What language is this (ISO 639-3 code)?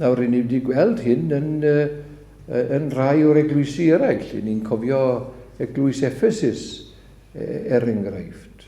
cym